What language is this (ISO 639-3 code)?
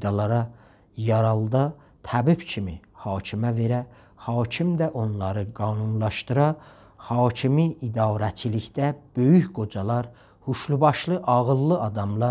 azb